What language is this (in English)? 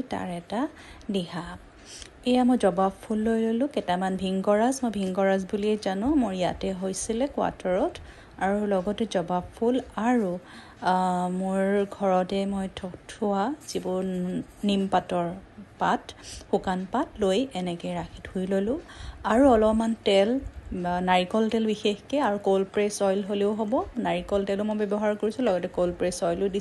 Assamese